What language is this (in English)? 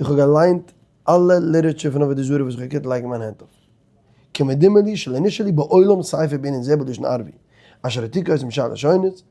Yiddish